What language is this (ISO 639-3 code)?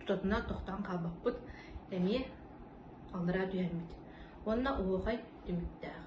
sah